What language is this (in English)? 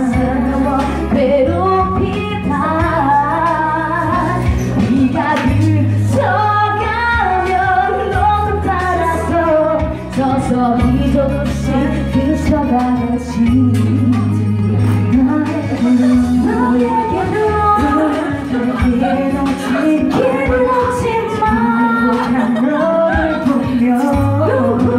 Korean